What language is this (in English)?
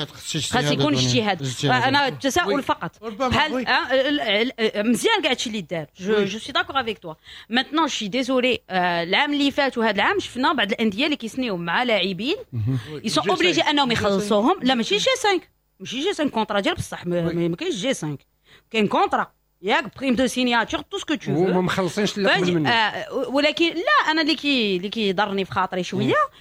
Moroccan Arabic